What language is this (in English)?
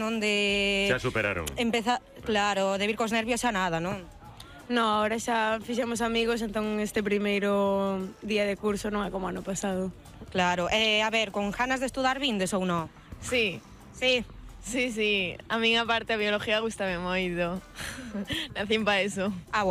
Galician